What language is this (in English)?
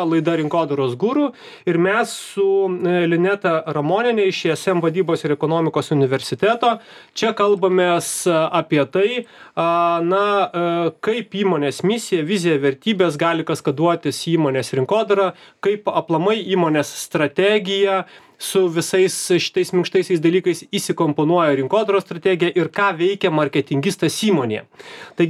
Lithuanian